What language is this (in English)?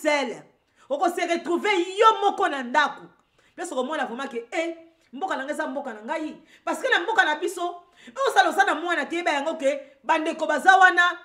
Lingala